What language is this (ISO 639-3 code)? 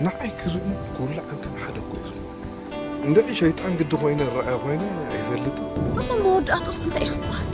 tir